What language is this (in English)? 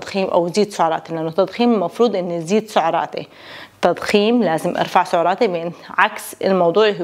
North Levantine Arabic